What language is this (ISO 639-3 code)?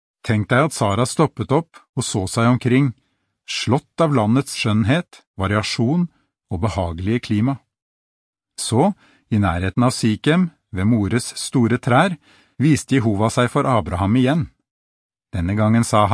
nor